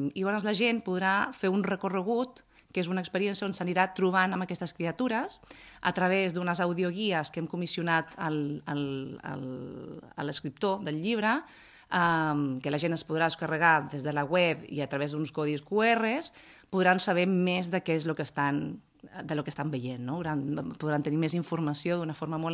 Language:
Catalan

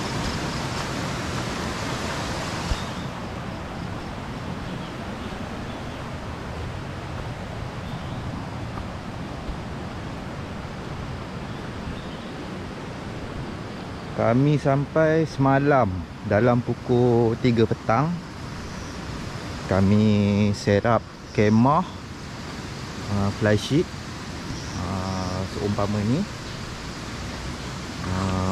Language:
Malay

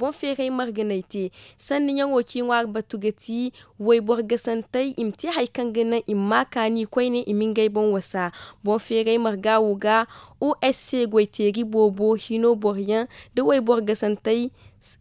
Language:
Zarma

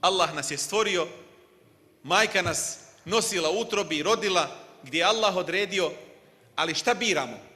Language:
Bosnian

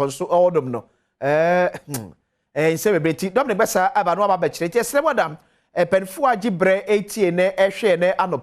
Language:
Akan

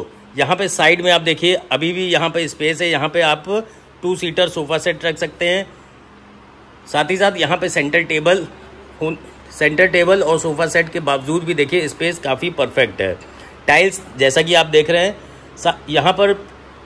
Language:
Hindi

